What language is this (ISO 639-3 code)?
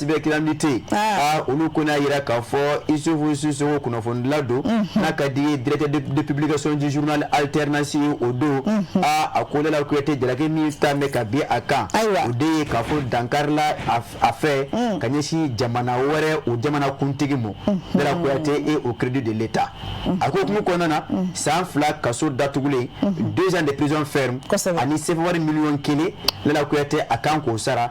bam